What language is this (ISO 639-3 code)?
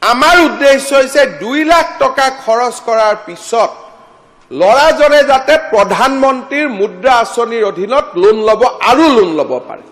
asm